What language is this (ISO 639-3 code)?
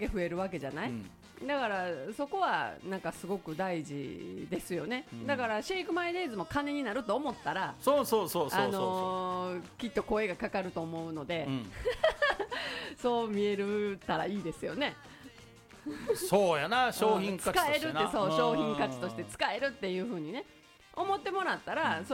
jpn